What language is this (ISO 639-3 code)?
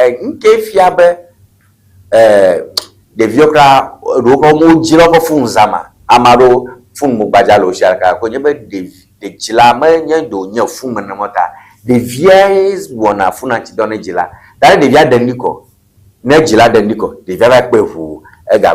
ewe